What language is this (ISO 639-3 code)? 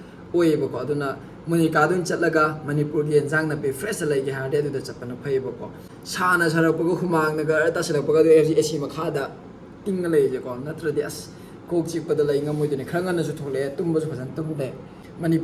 mni